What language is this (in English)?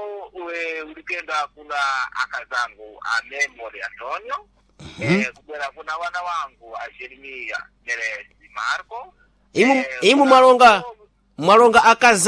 Sena